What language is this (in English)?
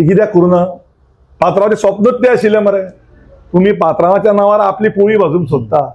Konkani